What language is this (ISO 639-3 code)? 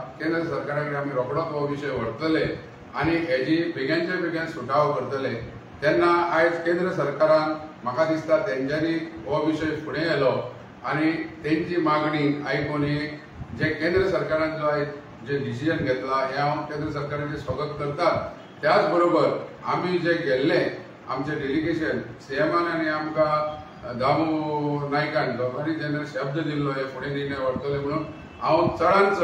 kok